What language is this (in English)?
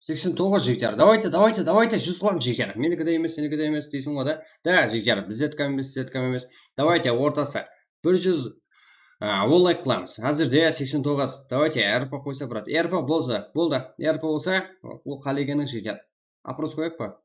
Kara-Kalpak